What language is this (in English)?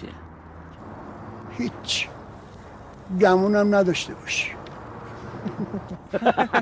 Persian